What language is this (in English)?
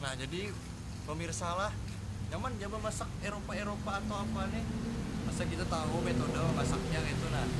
Banjar